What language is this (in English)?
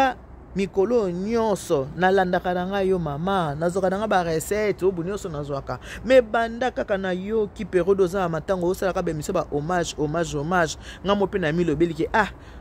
Lingala